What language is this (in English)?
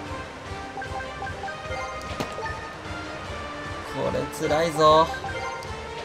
Japanese